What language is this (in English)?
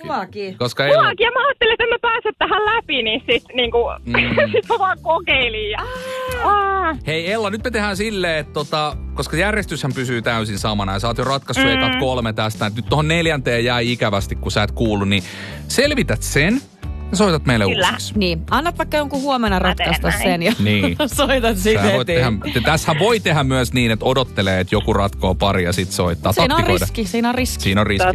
Finnish